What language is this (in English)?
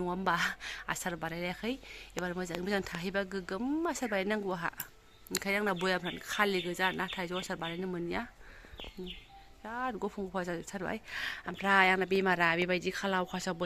Bodo